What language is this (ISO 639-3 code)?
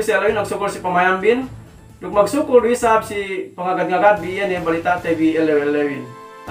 yka